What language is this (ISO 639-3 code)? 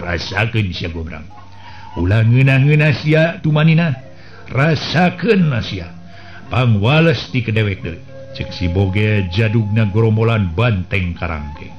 sun